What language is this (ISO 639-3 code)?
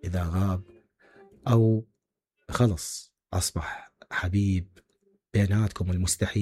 acm